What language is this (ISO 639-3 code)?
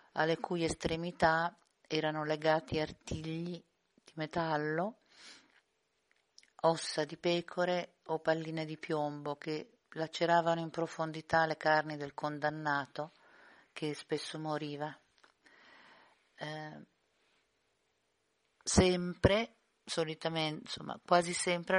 ita